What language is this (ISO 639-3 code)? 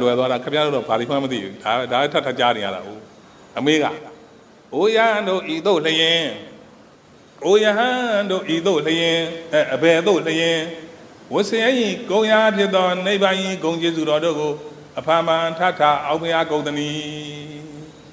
mya